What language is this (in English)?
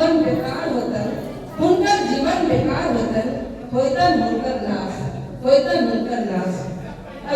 Angika